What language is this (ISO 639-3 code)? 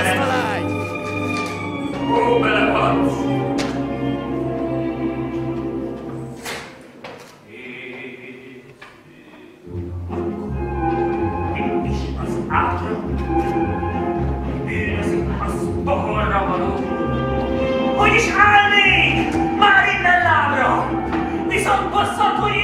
hun